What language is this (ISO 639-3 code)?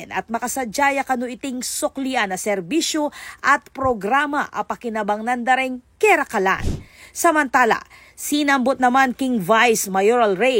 pam